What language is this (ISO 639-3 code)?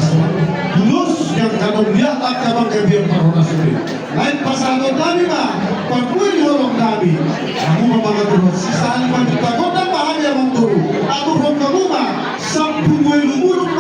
bbc